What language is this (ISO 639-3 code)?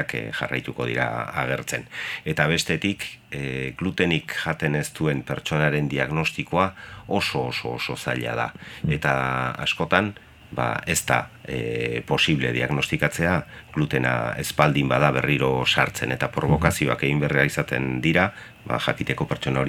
eus